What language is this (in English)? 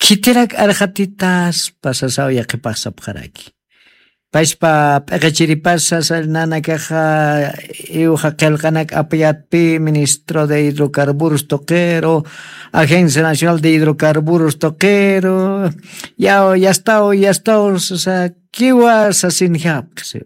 Aymara